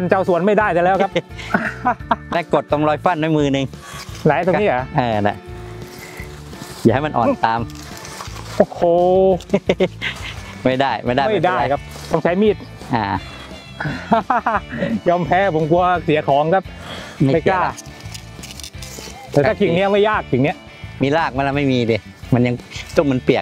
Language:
Thai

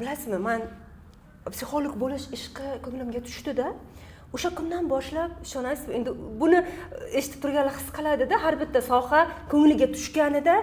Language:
Uzbek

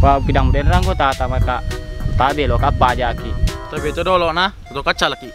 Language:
Buginese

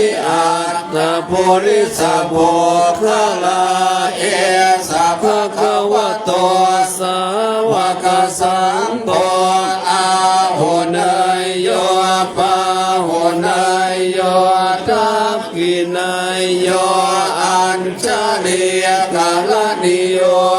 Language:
Pali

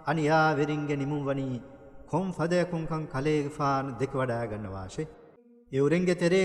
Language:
Divehi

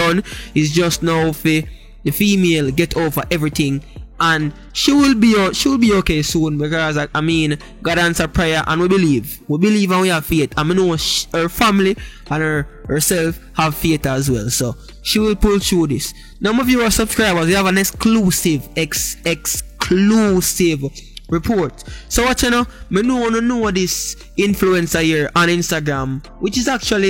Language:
Jamaican Creole English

